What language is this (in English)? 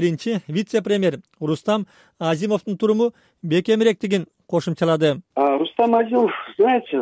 Kyrgyz